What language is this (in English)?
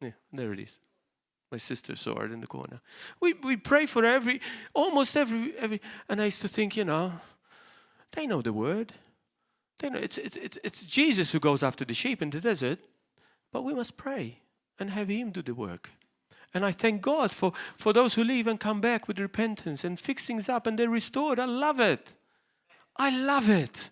English